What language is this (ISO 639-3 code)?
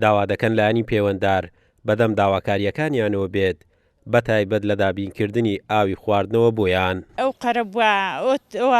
ckb